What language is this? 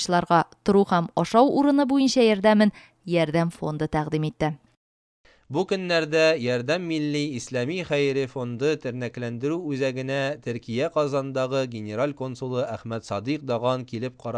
Tatar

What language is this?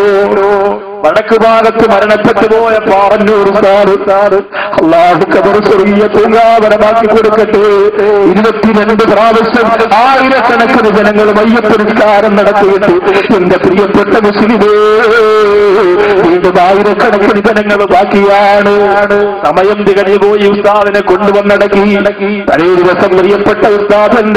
Malayalam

